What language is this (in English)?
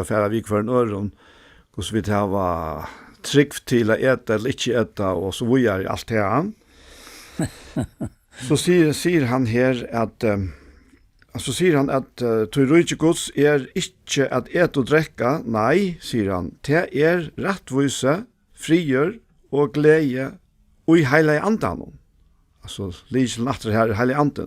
Faroese